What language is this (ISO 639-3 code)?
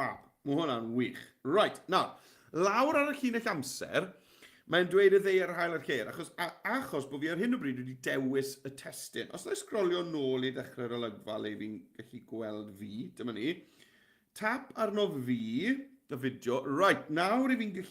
cym